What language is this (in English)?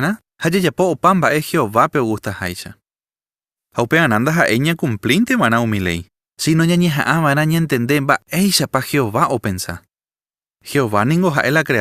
Guarani